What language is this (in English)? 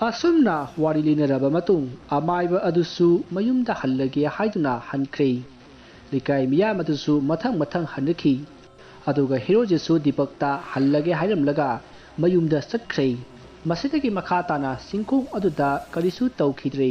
Manipuri